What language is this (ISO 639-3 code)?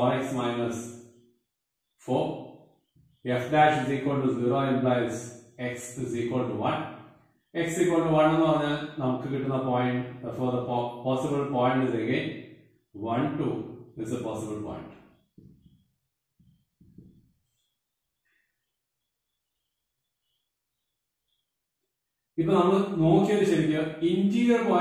mal